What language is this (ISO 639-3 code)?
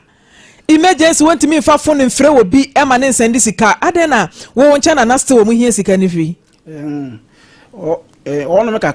aka